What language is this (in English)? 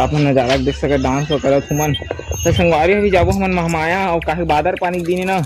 Chhattisgarhi